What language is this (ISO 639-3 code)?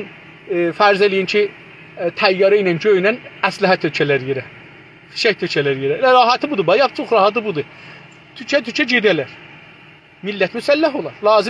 azb